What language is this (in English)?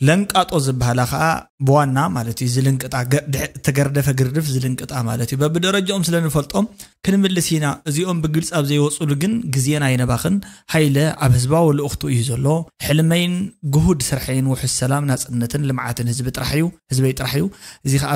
Tigrinya